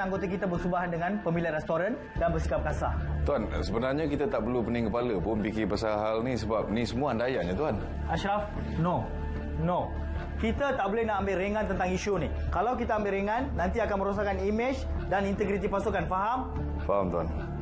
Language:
Malay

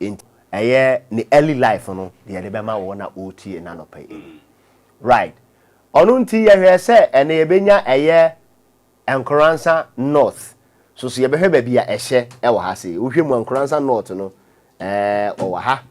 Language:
Akan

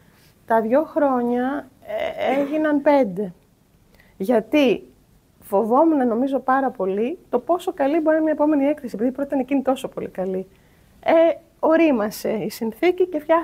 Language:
Greek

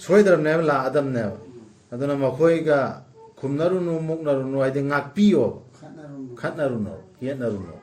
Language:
Manipuri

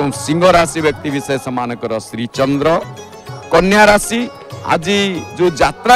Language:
Odia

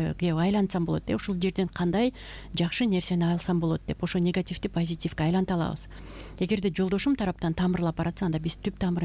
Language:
Kyrgyz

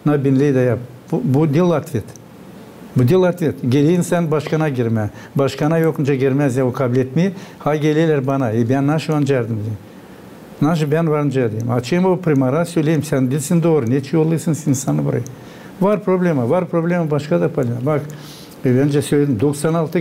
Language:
Gagauz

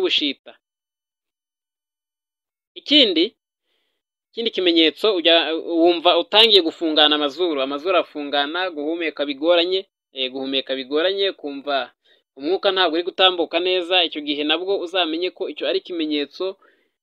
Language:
Kinyarwanda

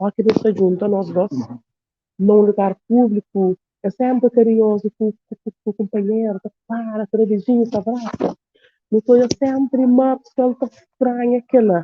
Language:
Kabuverdianu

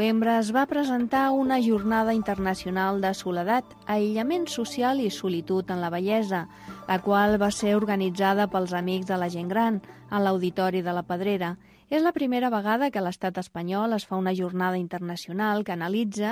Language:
Catalan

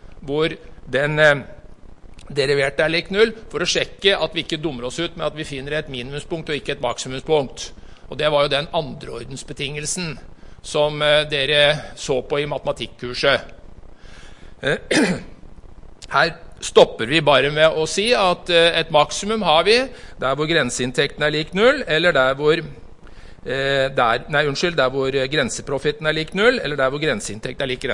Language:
Norwegian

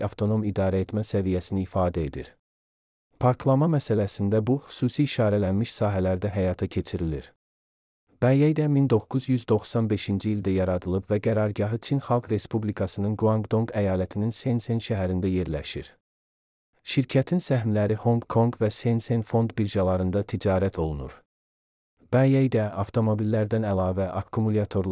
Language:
Azerbaijani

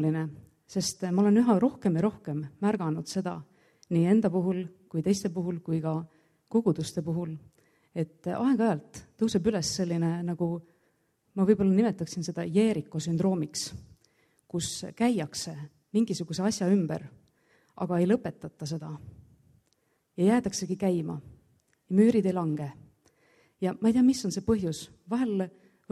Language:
Estonian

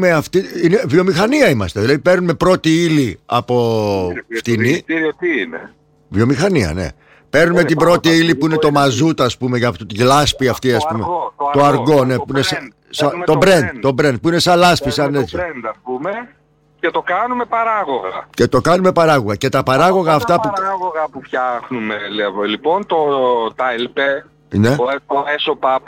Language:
Greek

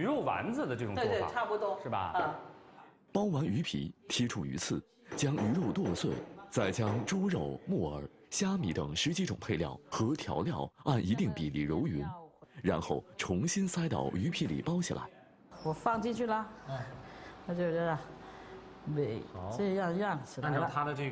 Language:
Chinese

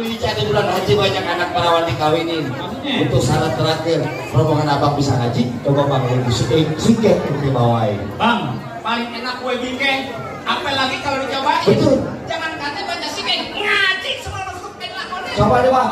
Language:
Betawi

